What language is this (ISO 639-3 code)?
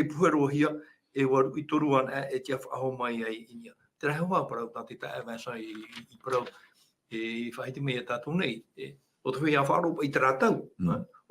tah